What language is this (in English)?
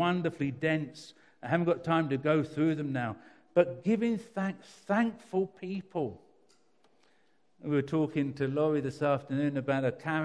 English